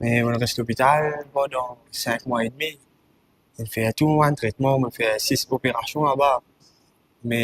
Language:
Morisyen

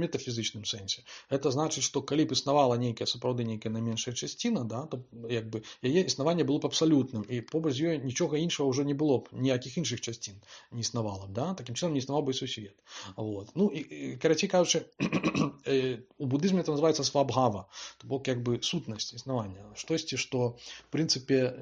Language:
Belarusian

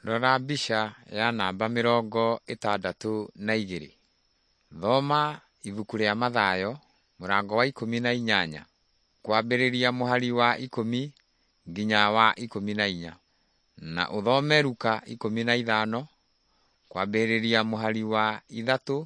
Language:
Kikuyu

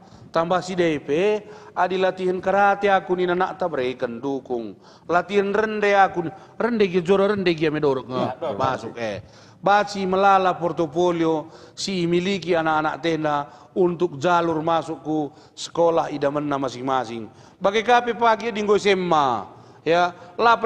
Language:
Batak Karo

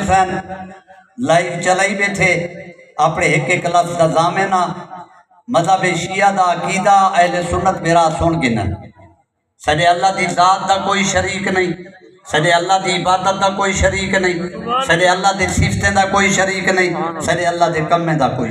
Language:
Saraiki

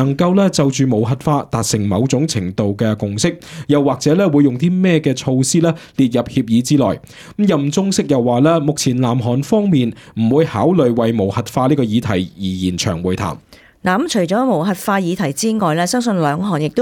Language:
Cantonese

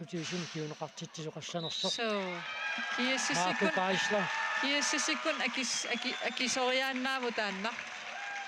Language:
Kalaallisut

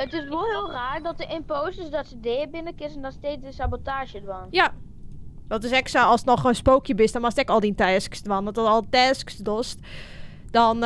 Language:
Western Frisian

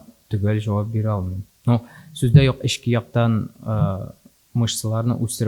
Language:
Tatar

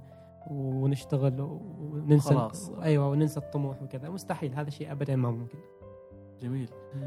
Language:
Gulf Arabic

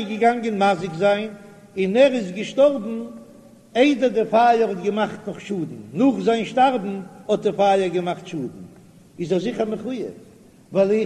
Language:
Yiddish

